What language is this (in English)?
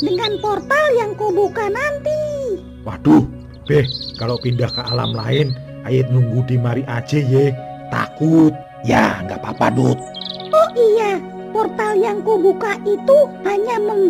Betawi